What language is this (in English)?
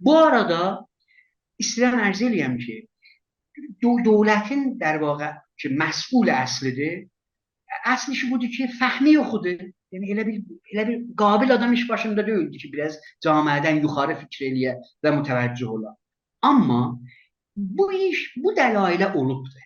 South Azerbaijani